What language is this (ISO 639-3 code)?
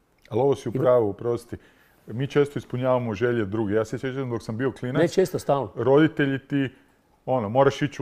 hrv